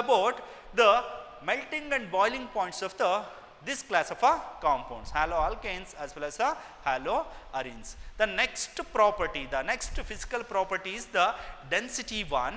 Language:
Kannada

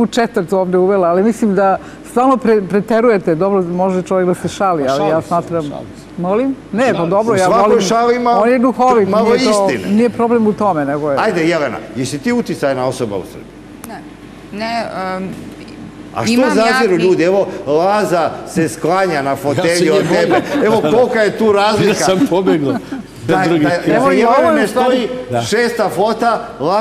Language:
Serbian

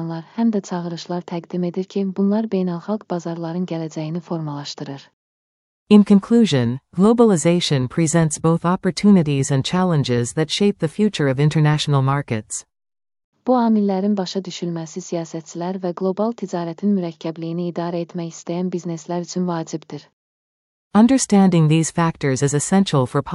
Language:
Azerbaijani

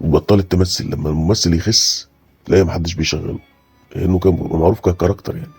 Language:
Egyptian Arabic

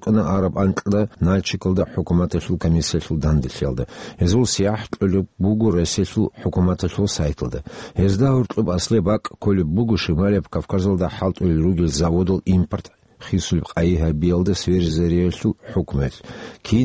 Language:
Avaric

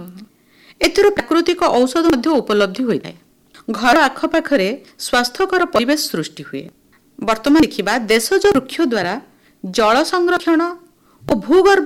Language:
Odia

